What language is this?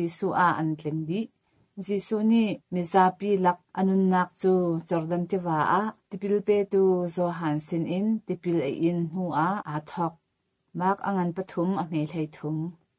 Hakha Chin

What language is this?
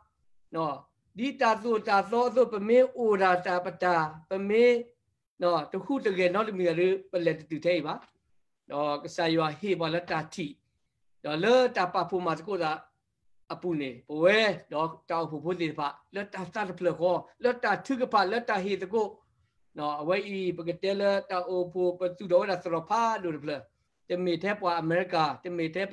S'gaw Karen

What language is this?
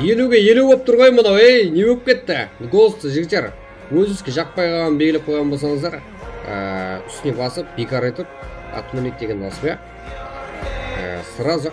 Kara-Kalpak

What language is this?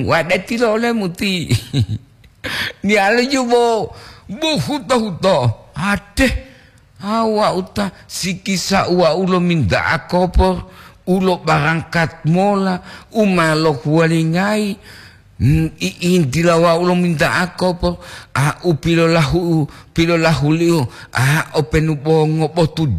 Gorontalo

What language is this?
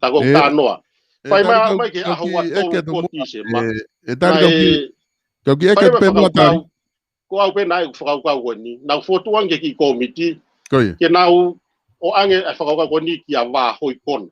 Tongan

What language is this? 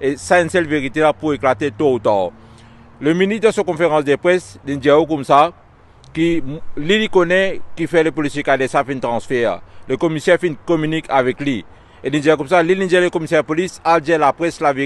Morisyen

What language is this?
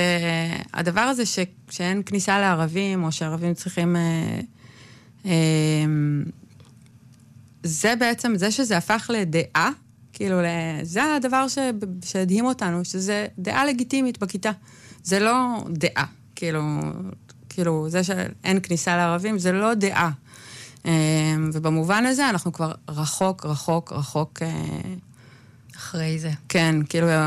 Hebrew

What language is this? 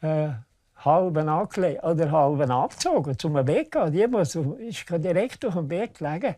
Romansh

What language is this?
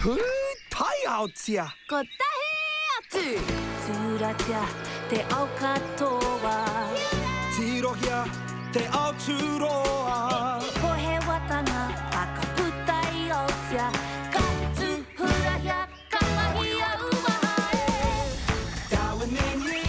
Māori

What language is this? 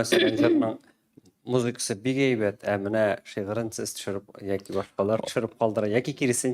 Tatar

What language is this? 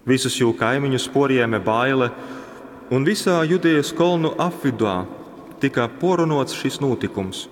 Latgalian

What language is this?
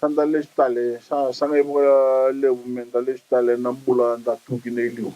Fijian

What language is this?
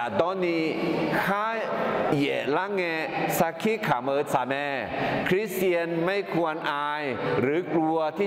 Akha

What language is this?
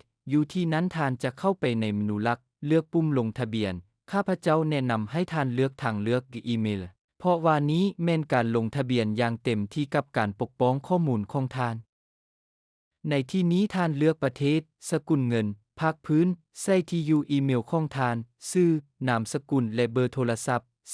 Lao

